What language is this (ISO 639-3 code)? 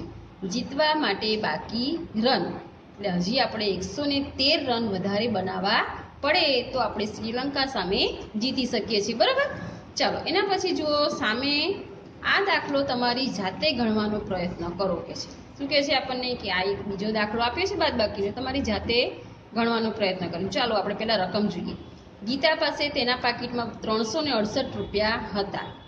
guj